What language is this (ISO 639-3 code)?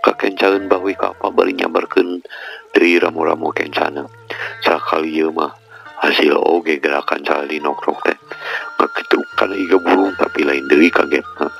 sun